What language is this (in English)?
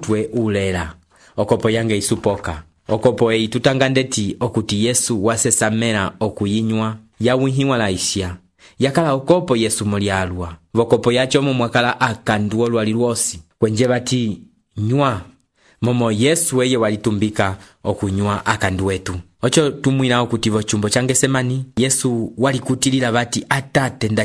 Umbundu